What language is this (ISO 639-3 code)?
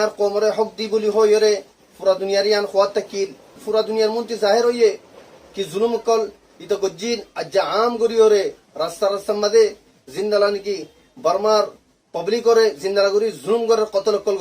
rhg